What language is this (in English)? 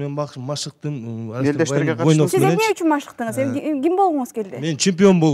Kyrgyz